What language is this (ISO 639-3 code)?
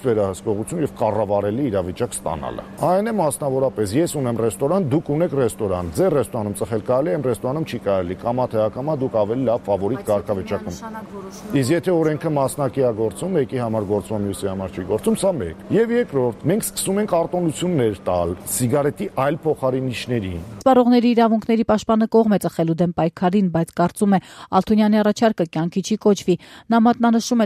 hye